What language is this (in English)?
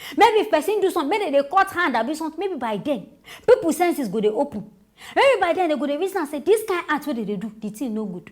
Nigerian Pidgin